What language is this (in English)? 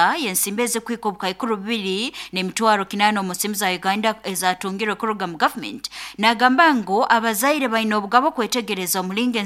Nyoro